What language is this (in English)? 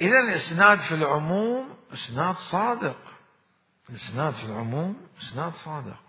Mesopotamian Arabic